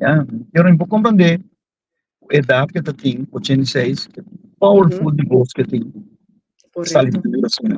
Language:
Papiamento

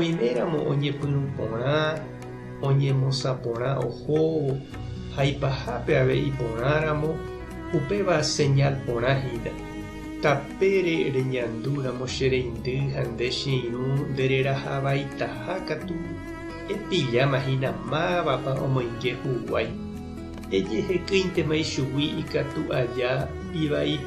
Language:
Guarani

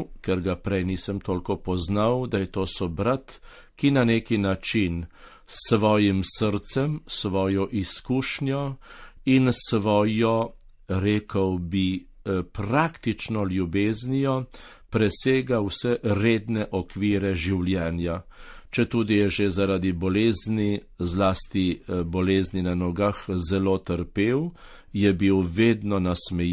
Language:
Slovenian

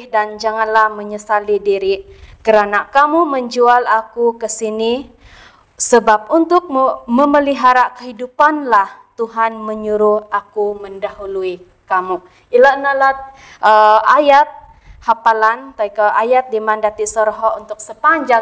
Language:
Central Dusun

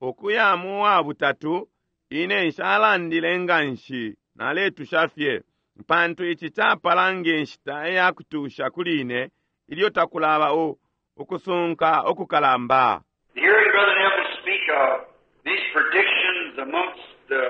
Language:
Bemba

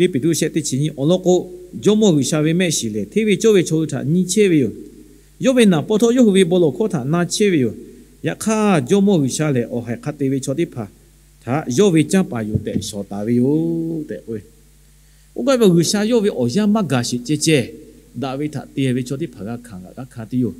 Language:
Lahu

